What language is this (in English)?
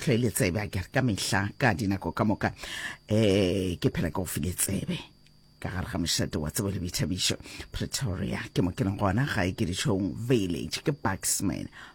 Northern Sotho